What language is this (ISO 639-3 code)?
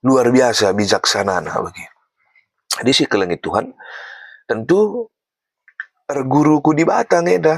btx